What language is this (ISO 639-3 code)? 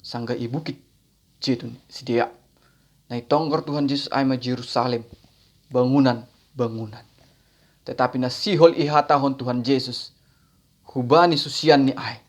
bts